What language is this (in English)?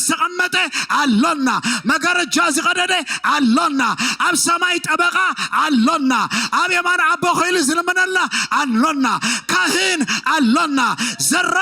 Tigrinya